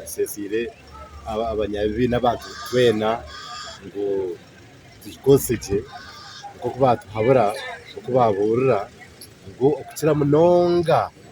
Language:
Nyankole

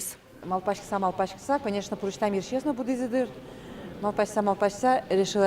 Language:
Udmurt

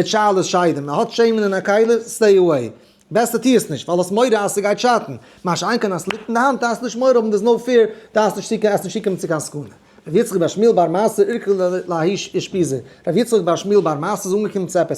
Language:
Yiddish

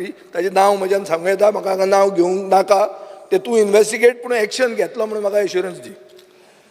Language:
Konkani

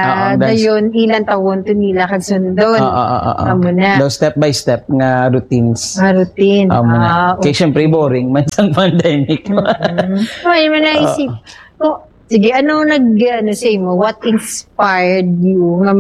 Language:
Hiligaynon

